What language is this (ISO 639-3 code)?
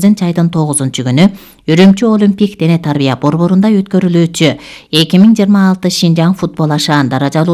kir